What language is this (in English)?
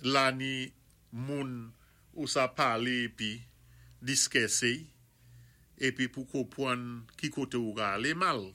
Saint Lucian Creole French